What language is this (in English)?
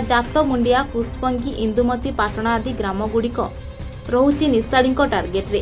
Odia